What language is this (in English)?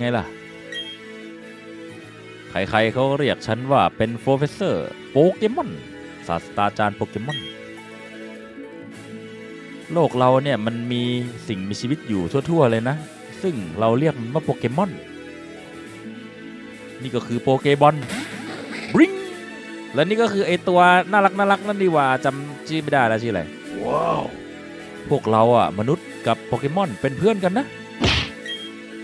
Thai